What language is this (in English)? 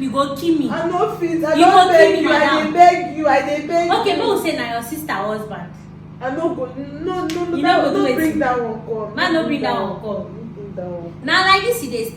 Nigerian Pidgin